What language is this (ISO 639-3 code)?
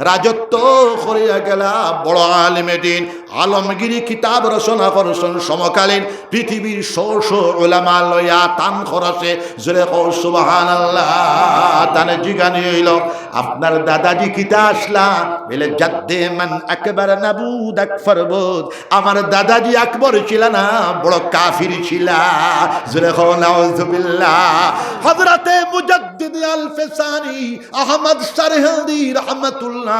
syl